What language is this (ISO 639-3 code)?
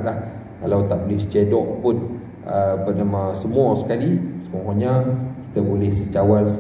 msa